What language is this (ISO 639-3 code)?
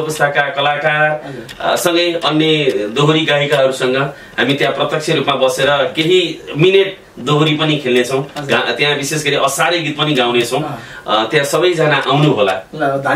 nep